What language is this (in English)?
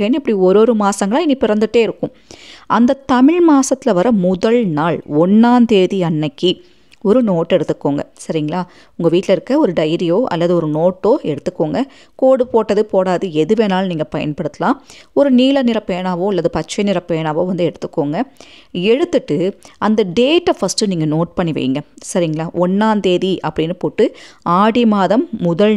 Tamil